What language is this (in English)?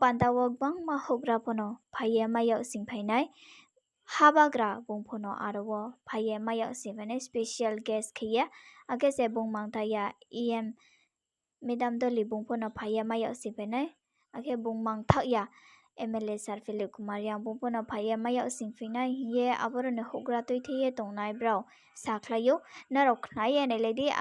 Riang (India)